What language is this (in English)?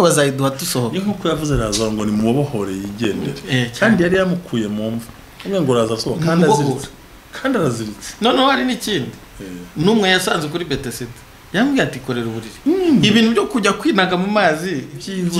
Kinyarwanda